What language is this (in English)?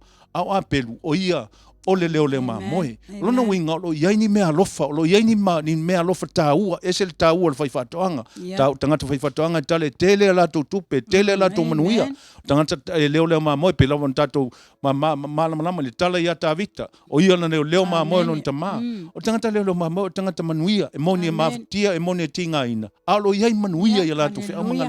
Samoan